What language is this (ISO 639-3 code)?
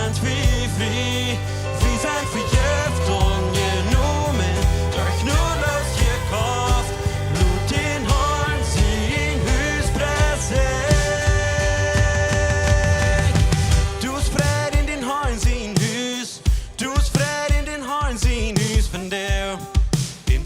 pdt